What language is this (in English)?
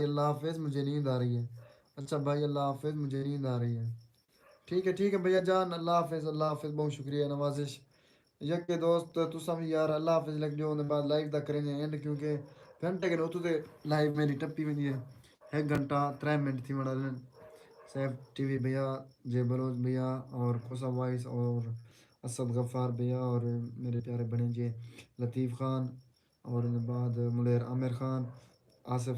Saraiki